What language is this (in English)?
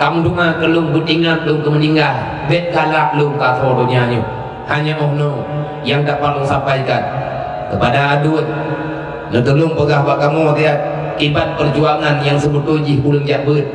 Achinese